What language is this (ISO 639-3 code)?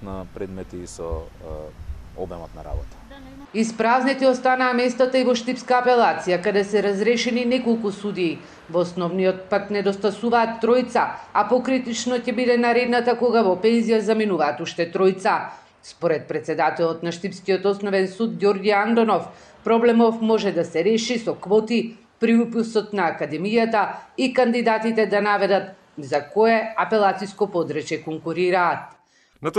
mkd